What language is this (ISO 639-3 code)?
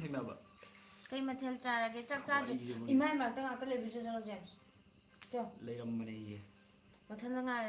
mni